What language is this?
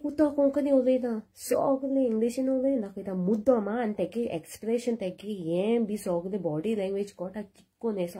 Konkani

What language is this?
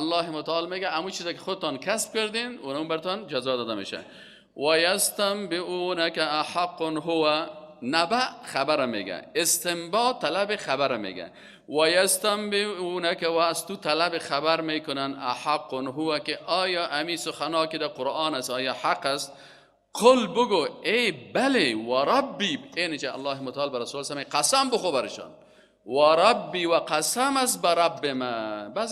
Persian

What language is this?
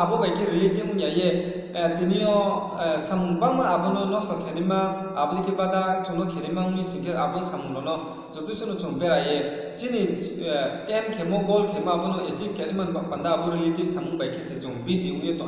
Riang (India)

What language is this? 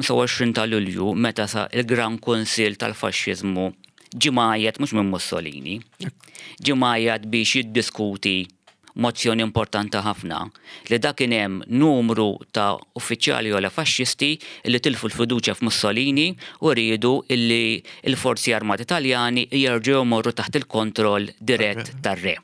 Maltese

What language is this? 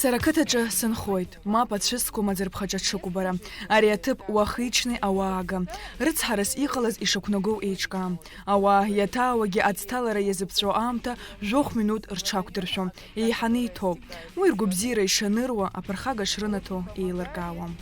Abkhazian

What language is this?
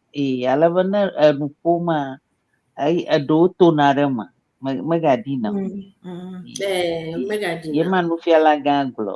Ewe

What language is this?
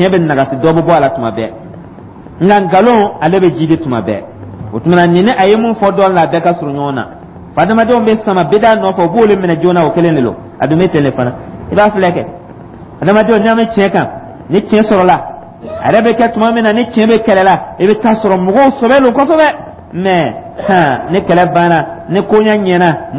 Dyula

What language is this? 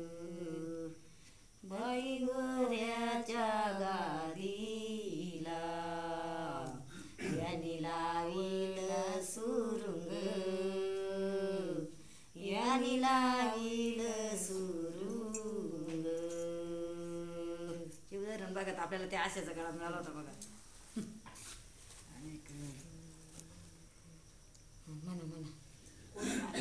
Marathi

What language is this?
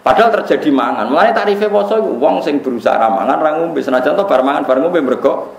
Javanese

